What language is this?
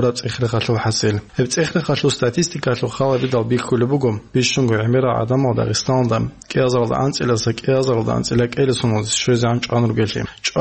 Avaric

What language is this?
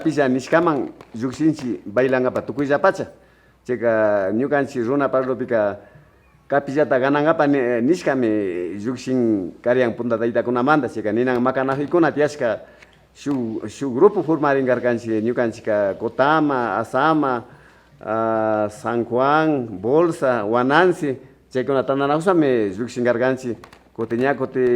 Imbabura Highland Quichua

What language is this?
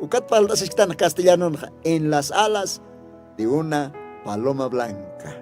Aymara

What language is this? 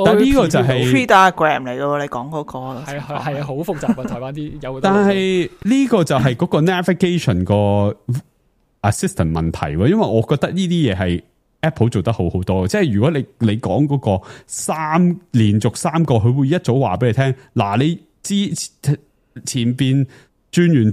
Cantonese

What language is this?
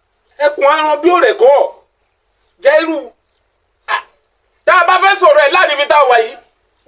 Yoruba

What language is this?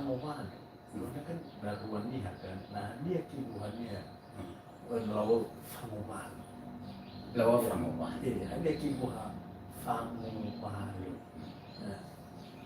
Nias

